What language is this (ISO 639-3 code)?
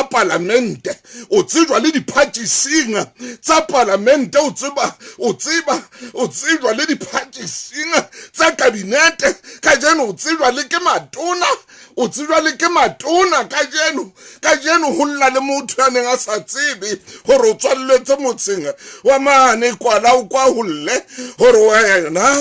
sot